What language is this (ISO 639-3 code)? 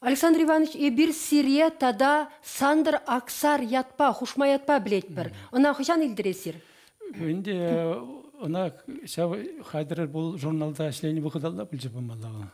chv